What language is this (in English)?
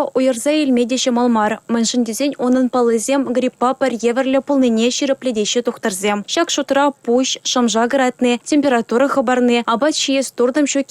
Chuvash